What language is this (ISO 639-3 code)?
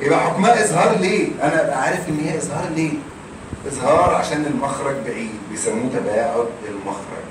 arz